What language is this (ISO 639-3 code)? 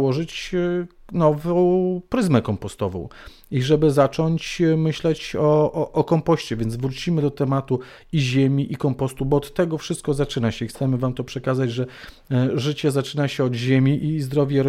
pol